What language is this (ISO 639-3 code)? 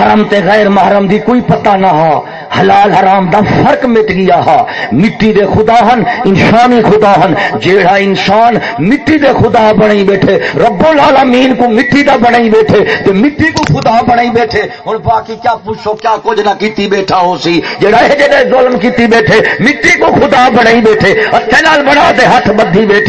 skr